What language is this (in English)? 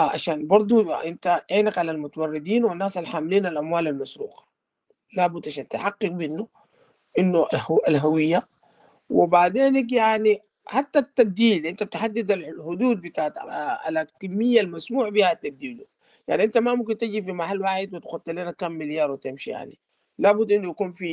Sudanese Arabic